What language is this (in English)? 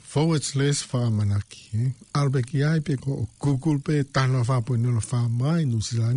Tongan